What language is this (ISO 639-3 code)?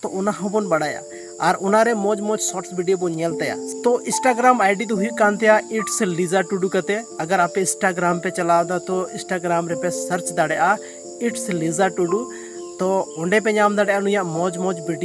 sat